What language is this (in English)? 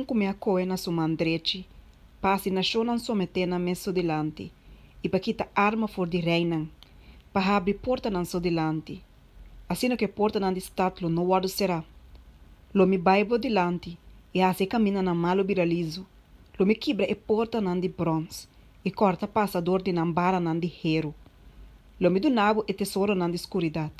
Papiamento